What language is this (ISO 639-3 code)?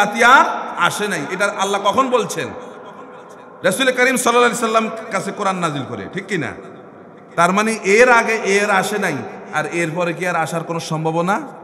ben